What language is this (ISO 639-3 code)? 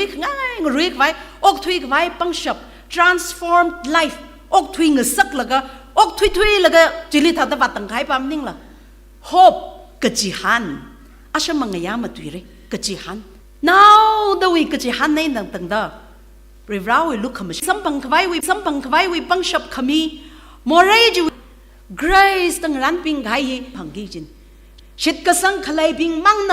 nmf